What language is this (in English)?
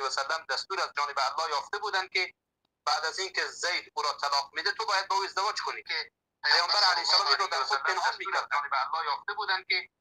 Persian